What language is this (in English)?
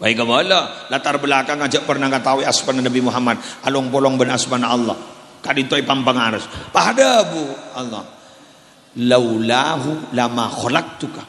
Madurese